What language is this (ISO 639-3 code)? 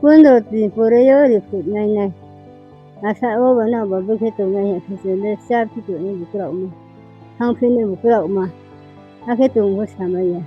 ria